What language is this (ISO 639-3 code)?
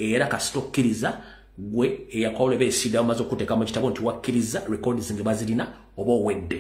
lug